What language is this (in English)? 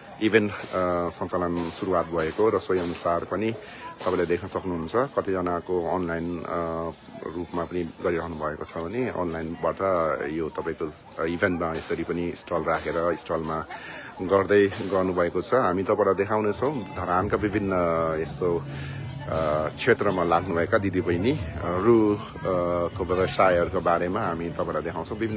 Nepali